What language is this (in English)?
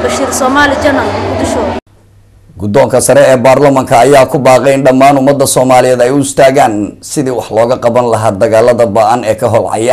Somali